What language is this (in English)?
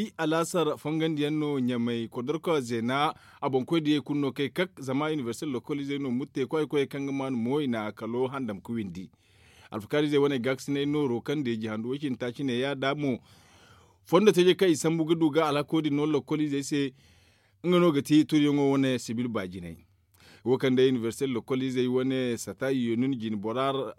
Zarma